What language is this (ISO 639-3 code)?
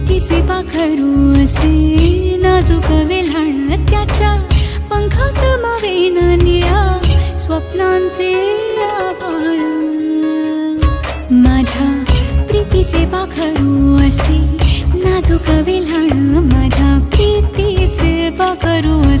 mar